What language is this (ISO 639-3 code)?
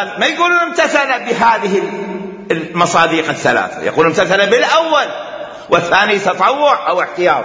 acm